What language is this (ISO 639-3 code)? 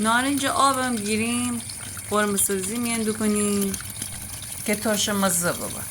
glk